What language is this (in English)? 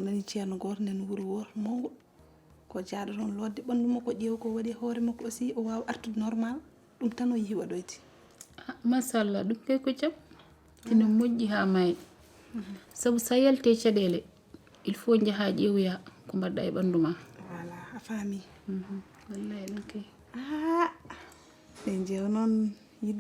Fula